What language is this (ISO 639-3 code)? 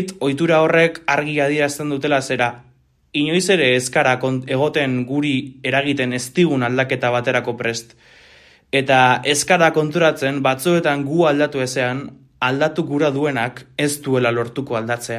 eus